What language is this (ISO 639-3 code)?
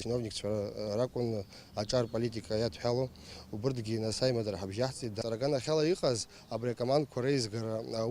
abk